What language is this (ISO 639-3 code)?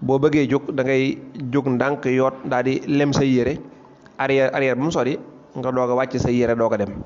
wol